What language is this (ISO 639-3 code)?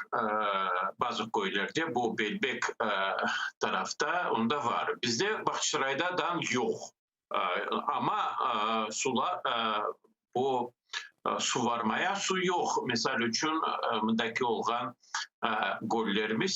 crh